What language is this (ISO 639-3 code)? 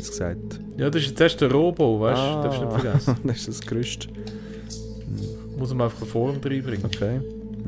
gsw